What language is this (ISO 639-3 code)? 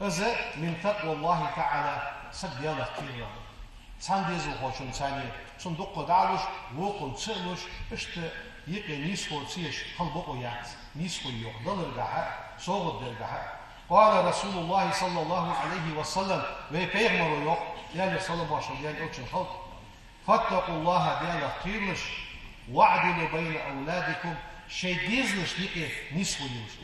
inh